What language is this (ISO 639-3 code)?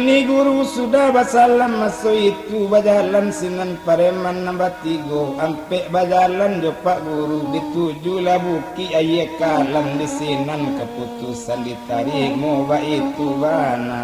min